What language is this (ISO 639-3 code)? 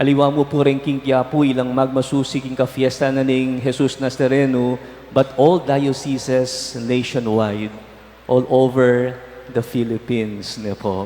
pam